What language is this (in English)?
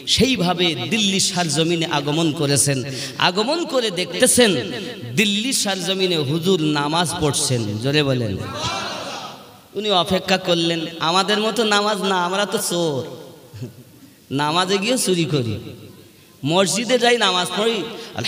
Bangla